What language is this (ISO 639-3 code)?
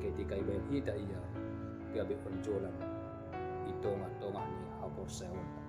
bts